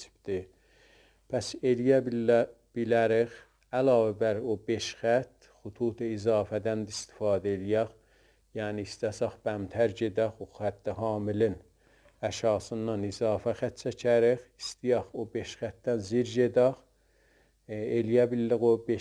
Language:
South Azerbaijani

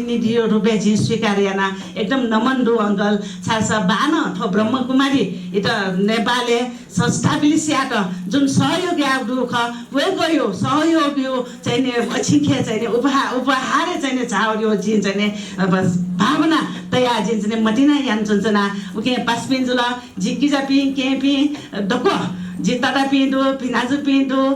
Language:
Newari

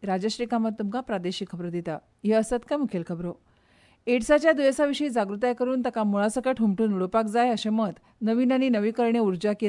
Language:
Konkani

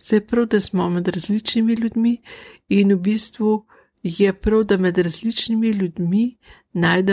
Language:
Slovenian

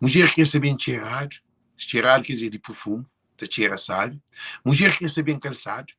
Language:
Kabuverdianu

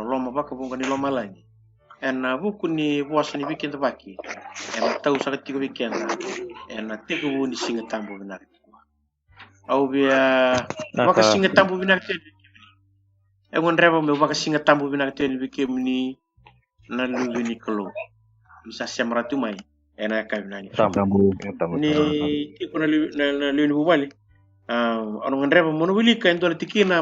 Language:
Fijian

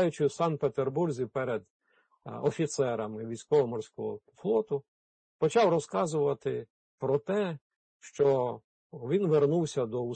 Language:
Ukrainian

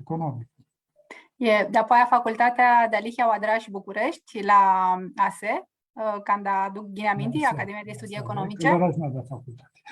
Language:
Aromanian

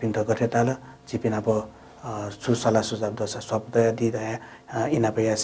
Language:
Newari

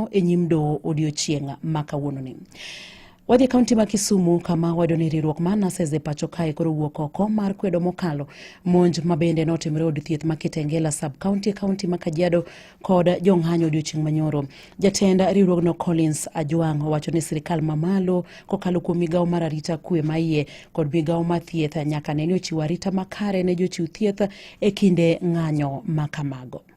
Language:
Luo (Kenya and Tanzania)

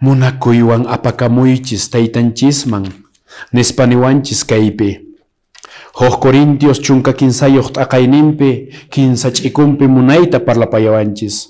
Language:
Quechua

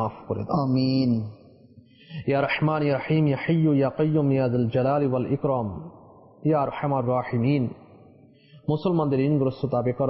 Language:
Bangla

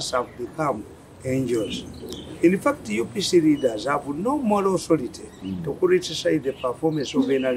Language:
English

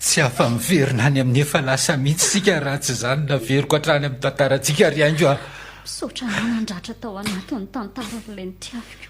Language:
Malagasy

